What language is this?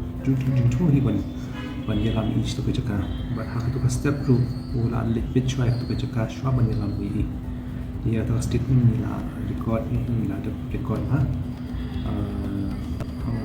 Khasi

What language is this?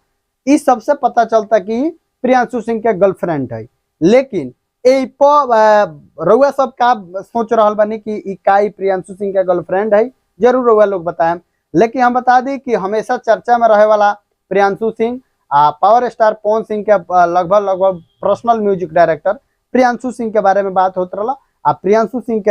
Bhojpuri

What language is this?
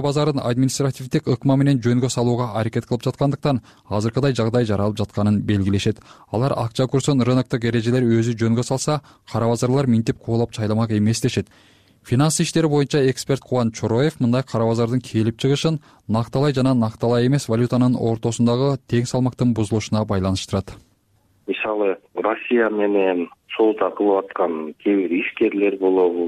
Kyrgyz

